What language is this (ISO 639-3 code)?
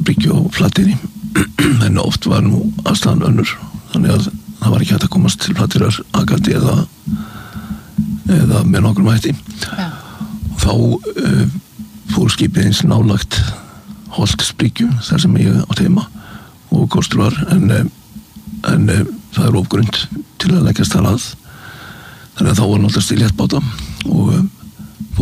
isl